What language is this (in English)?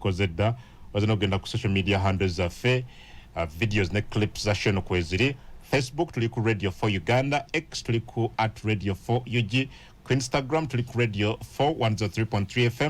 Ganda